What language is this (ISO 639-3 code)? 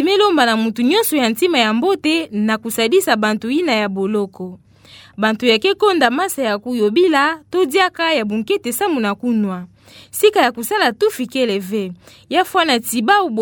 ktu